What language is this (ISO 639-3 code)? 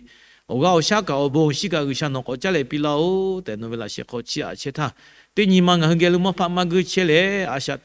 lhu